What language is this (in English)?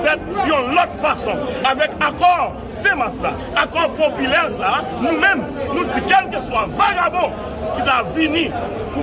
Haitian Creole